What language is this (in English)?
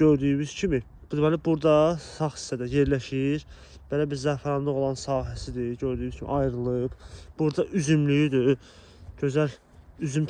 Azerbaijani